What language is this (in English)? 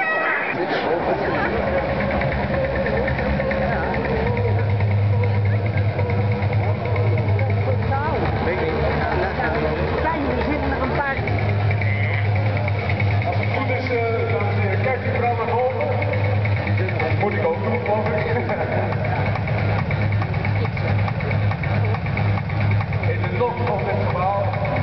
Dutch